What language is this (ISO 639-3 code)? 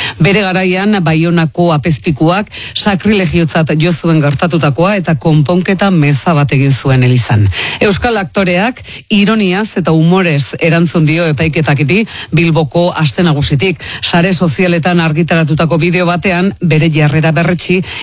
eus